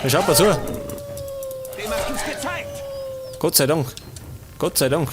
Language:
Bavarian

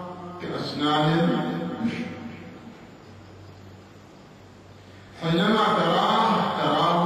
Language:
Arabic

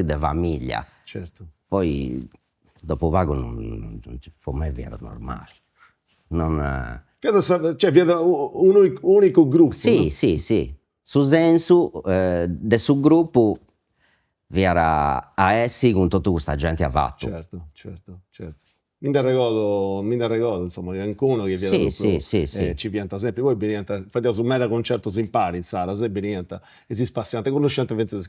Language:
Sardinian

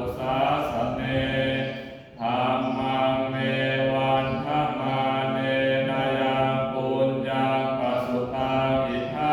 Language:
Pali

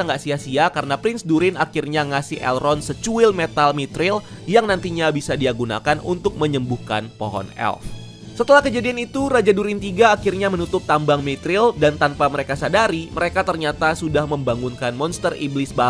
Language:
Indonesian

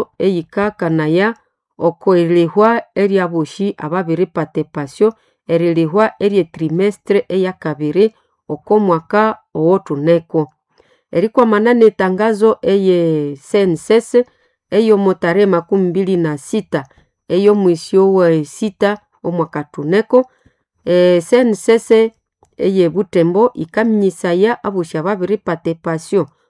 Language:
Nande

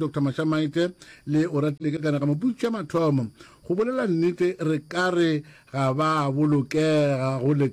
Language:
Northern Sotho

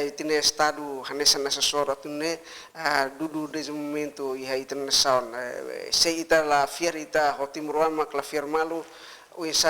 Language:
Tetum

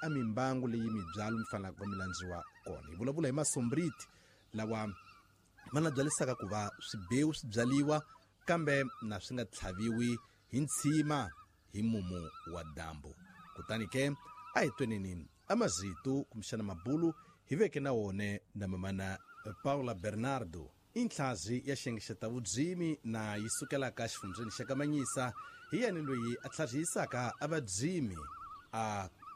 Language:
Tsonga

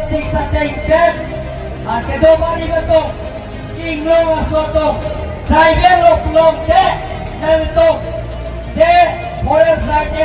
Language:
Karbi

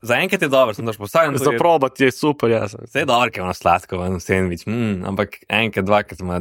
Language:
Slovenian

